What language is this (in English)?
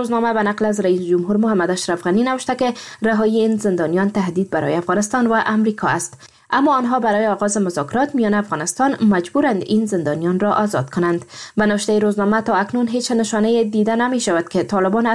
Persian